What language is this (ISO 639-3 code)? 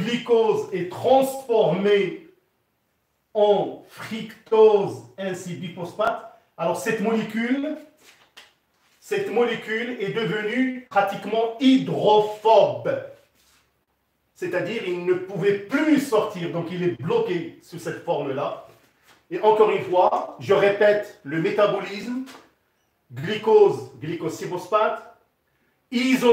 fra